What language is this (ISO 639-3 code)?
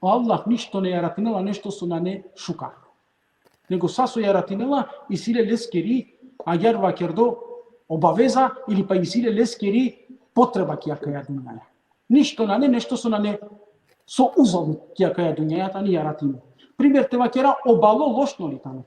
rmn